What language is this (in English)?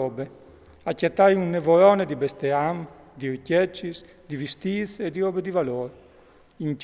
Friulian